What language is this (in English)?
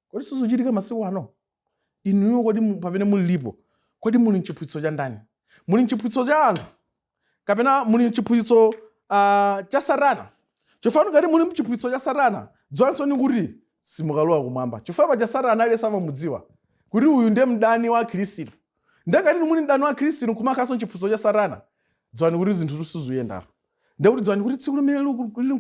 Nyanja